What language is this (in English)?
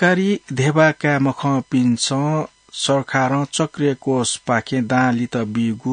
Newari